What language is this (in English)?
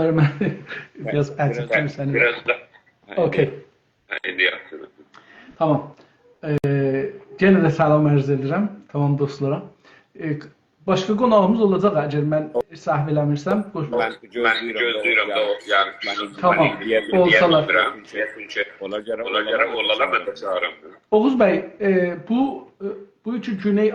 South Azerbaijani